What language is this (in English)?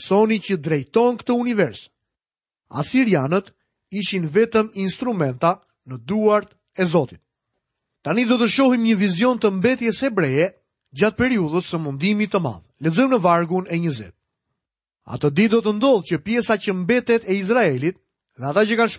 Albanian